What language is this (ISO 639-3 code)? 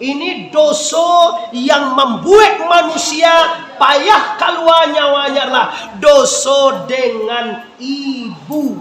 min